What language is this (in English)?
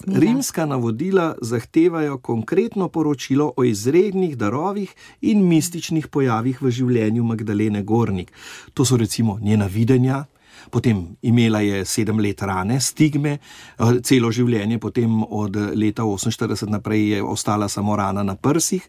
Slovenian